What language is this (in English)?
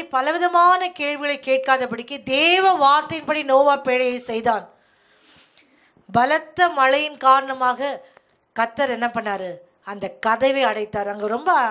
Tamil